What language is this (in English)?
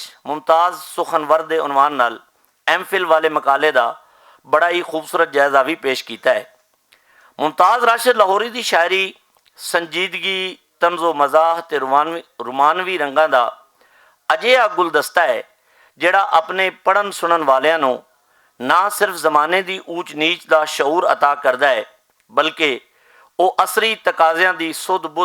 Western Panjabi